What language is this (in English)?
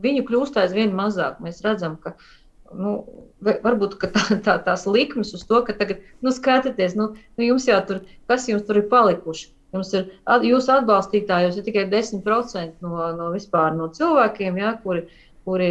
Latvian